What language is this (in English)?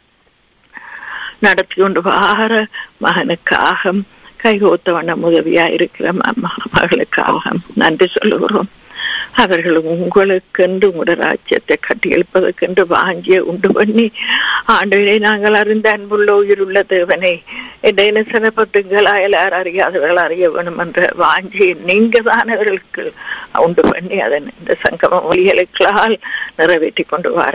Tamil